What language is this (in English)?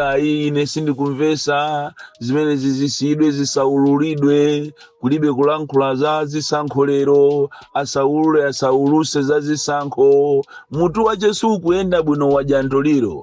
Nyanja